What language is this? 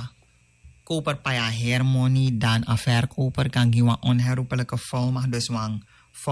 Sranan Tongo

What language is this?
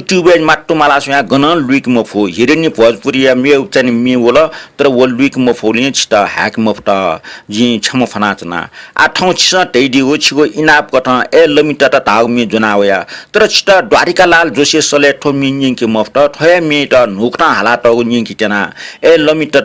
Newari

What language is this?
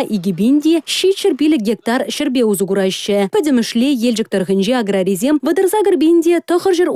Chuvash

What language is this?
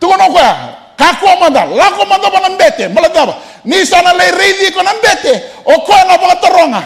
Fijian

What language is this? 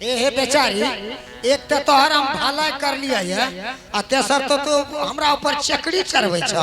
Angika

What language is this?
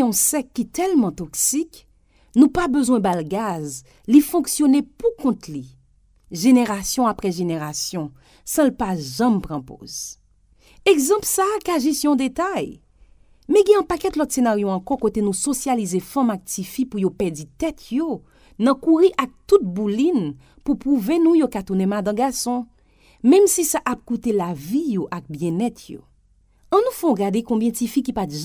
Haitian Creole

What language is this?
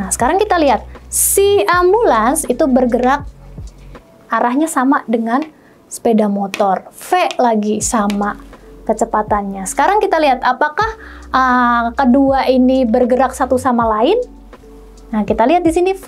Indonesian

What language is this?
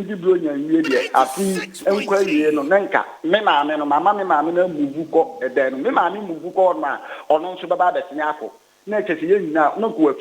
Akan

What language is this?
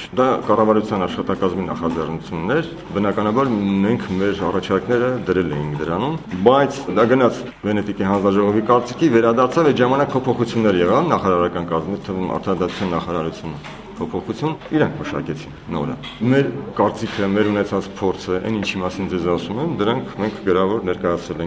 Armenian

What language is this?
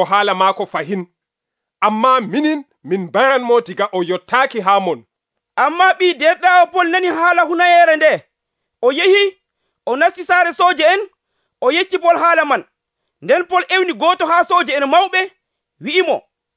Nigerian Fulfulde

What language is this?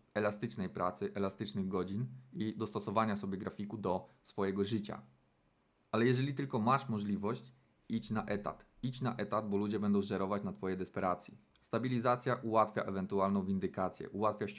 Polish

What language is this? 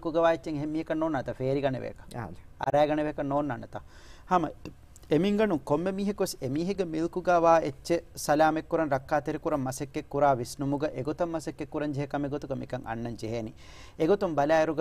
Divehi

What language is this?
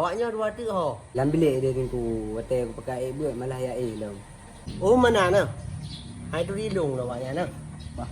Achinese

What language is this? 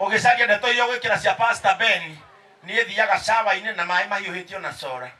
Kikuyu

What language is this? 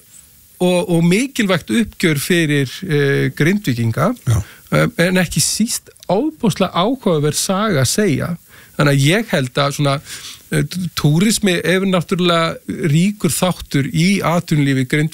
Icelandic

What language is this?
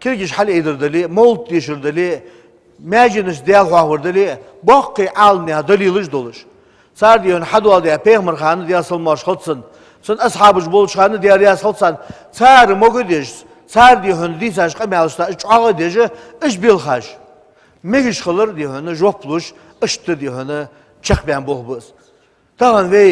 Ingush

